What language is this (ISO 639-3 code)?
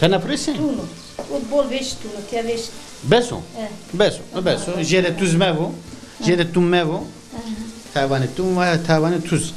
zza